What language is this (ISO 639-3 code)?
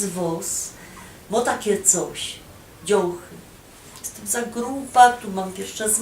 szl